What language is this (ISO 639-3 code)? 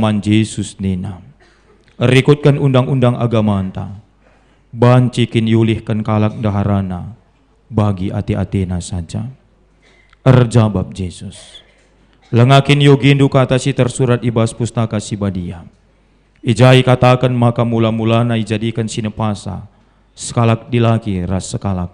btx